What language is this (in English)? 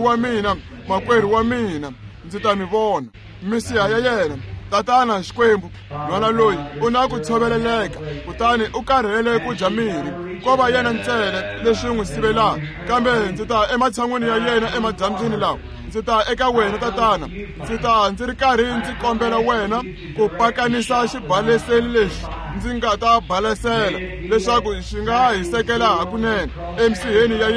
Tsonga